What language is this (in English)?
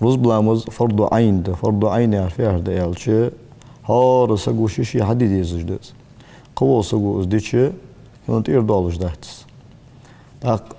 Ingush